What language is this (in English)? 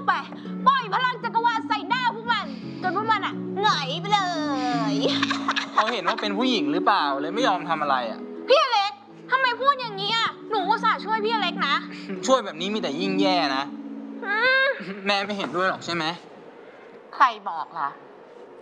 Thai